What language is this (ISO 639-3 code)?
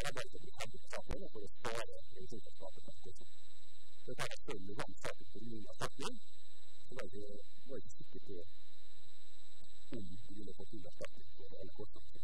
nor